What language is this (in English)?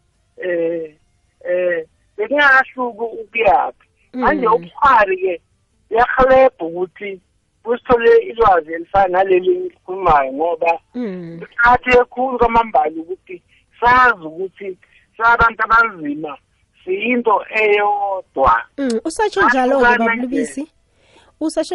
South Ndebele